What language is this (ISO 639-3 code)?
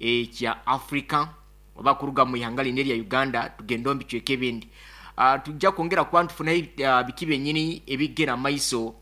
nyn